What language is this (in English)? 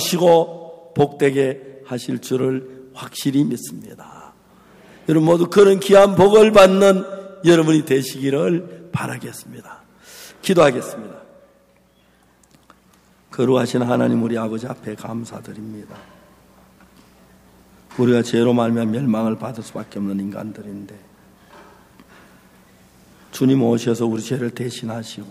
Korean